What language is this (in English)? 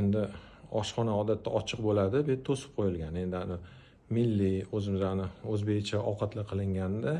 Uzbek